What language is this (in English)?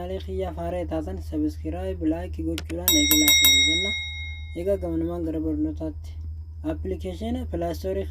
Oromo